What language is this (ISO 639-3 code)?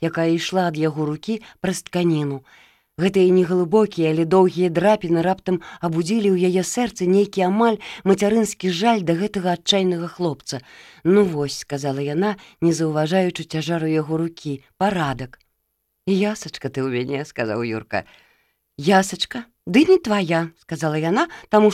bel